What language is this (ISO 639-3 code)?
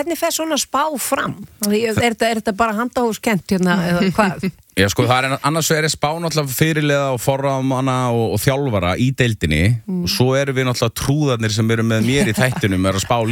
isl